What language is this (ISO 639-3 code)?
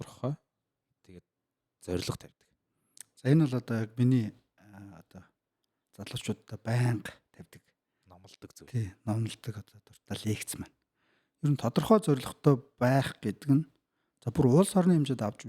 mon